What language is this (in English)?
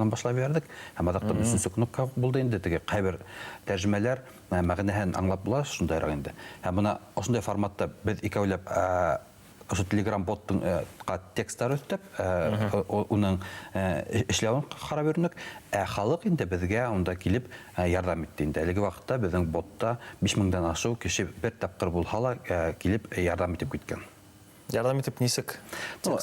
Bashkir